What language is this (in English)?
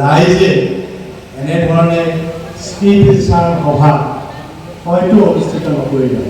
Assamese